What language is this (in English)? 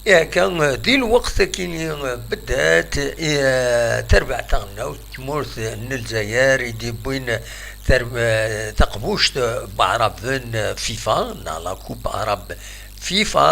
Kabyle